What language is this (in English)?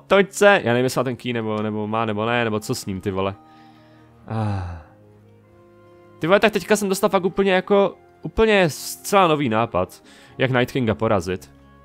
Czech